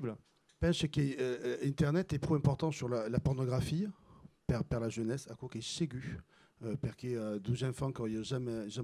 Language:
Occitan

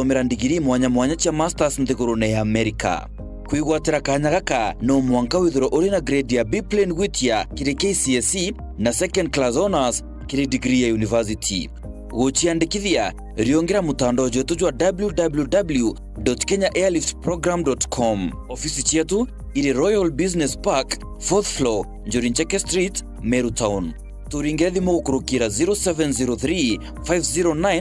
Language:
Meru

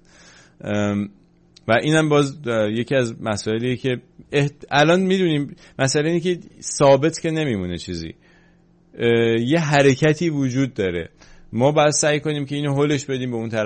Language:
Persian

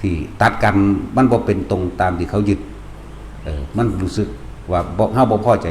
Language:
Lao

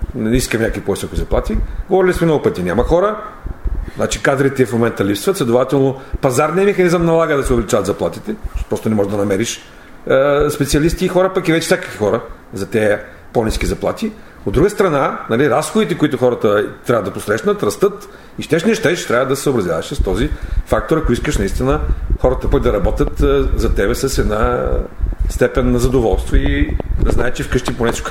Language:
Bulgarian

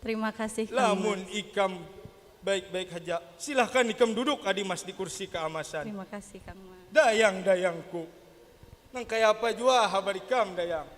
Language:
Banjar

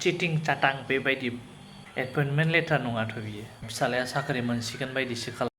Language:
Bodo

